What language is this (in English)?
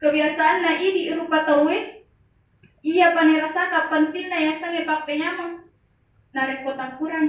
Buginese